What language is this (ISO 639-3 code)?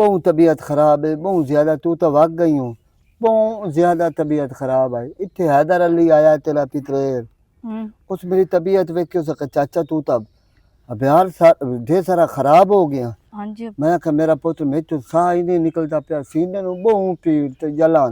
lah